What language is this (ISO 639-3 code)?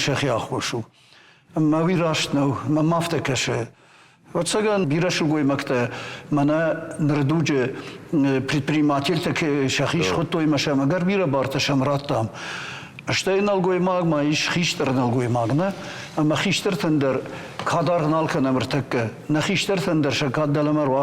oss